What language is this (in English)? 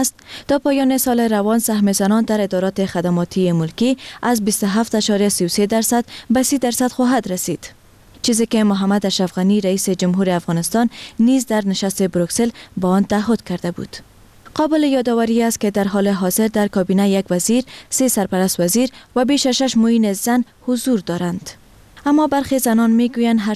Persian